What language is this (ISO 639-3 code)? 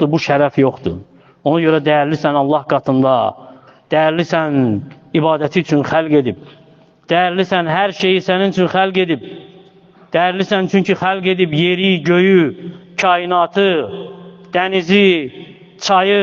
aze